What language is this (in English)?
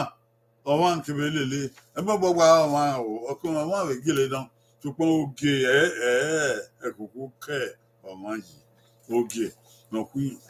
Bini